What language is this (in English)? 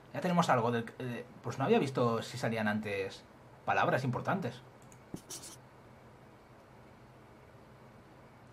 Spanish